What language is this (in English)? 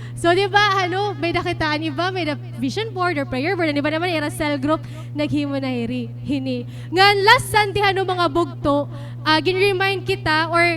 Waray